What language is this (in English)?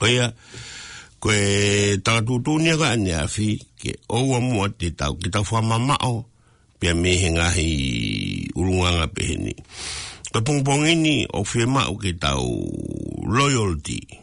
Tongan